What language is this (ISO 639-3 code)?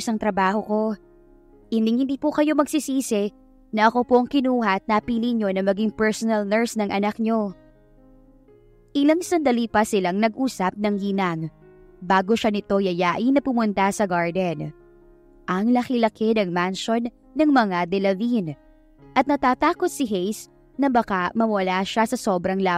fil